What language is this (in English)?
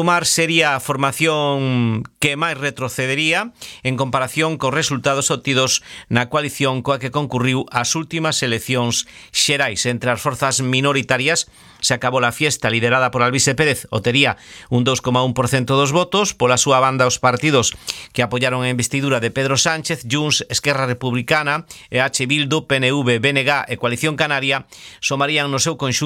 Galician